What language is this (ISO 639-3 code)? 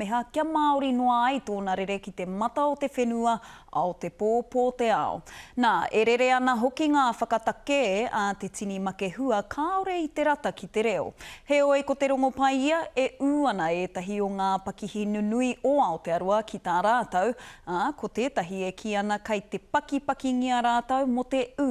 mri